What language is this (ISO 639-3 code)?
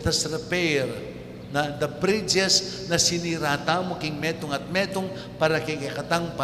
pam